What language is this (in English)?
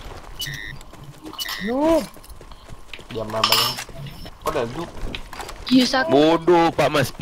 Malay